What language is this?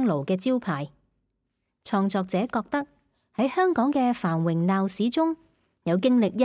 Cantonese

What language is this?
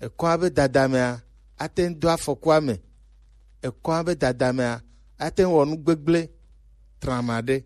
Gen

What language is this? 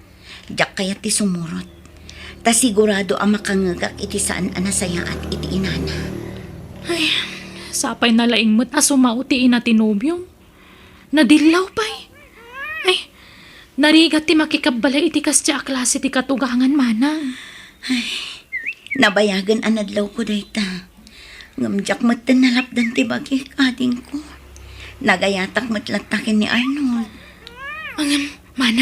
Iloko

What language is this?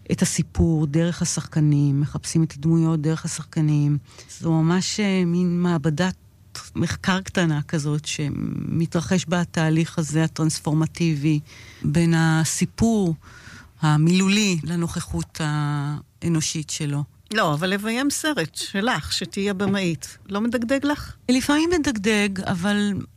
Hebrew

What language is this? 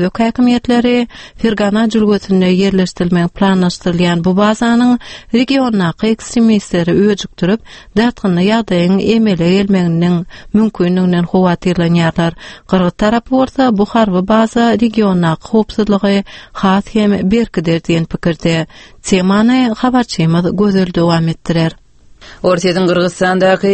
Turkmen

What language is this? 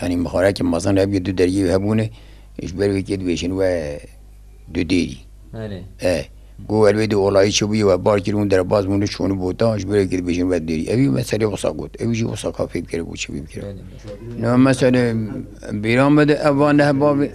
Kurdish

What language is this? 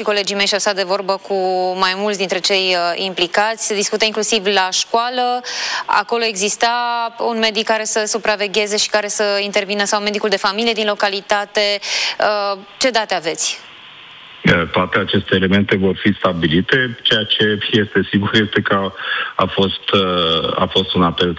Romanian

